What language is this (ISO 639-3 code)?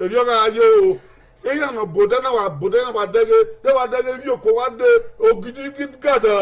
bin